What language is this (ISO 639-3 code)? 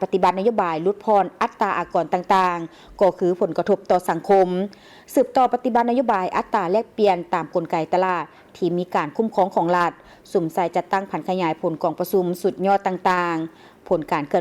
lao